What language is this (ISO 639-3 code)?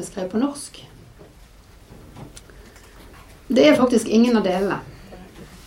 nor